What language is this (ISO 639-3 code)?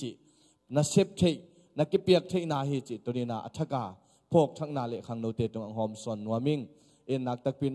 ctd